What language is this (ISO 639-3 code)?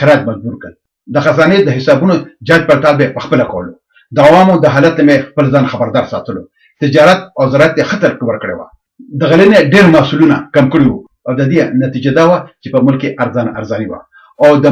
pus